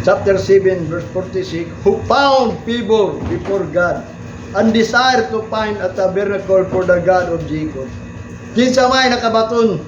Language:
Cebuano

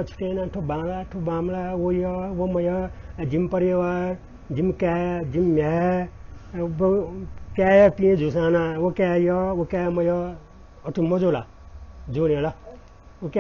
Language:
Newari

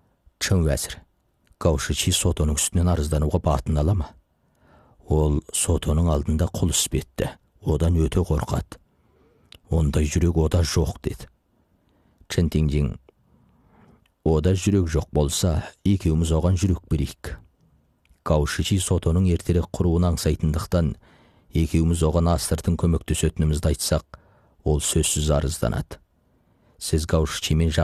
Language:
Kazakh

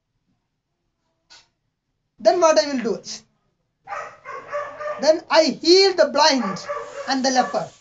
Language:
English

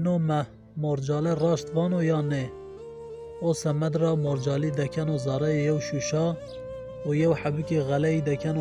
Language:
Zaza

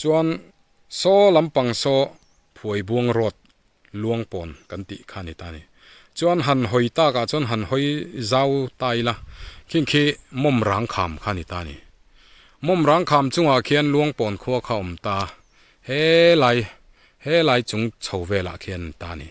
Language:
Mizo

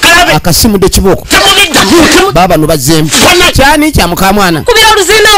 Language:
Ganda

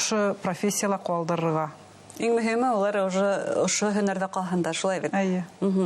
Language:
Bashkir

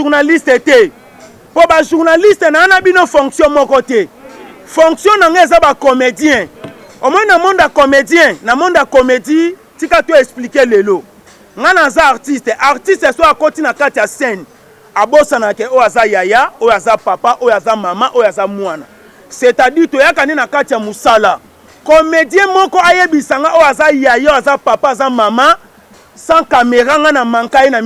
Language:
Lingala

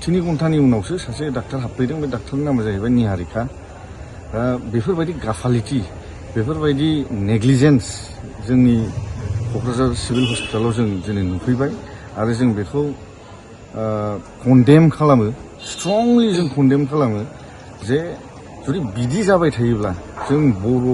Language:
Bodo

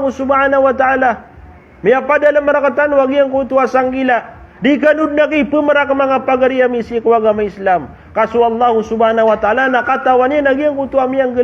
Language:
Maranao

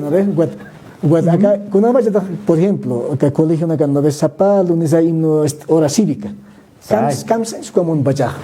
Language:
Aymara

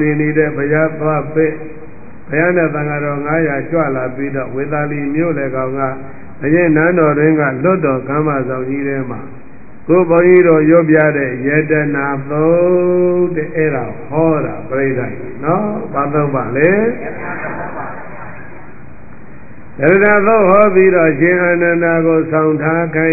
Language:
Burmese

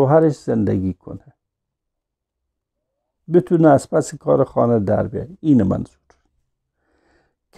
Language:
Persian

